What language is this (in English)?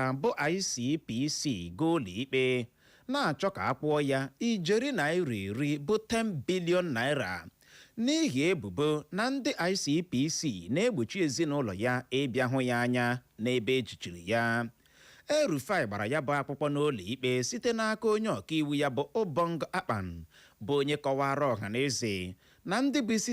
Igbo